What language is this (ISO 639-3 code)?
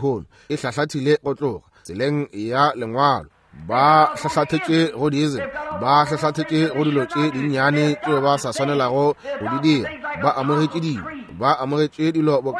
nso